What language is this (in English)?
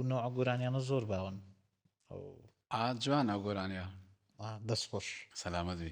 Central Kurdish